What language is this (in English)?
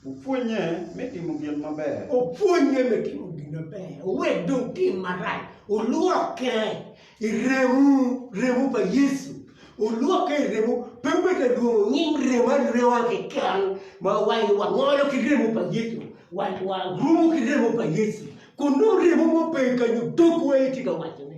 Acoli